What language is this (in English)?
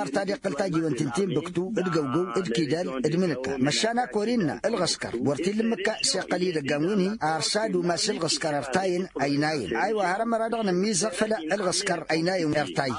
Tamasheq